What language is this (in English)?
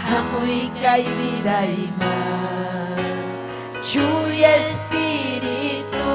Ayacucho Quechua